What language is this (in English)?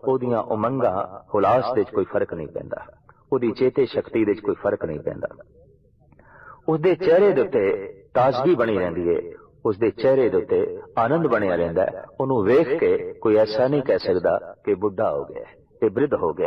Punjabi